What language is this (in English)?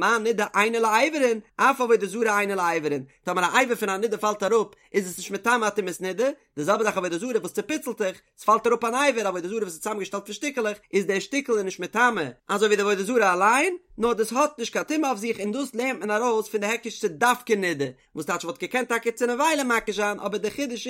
Yiddish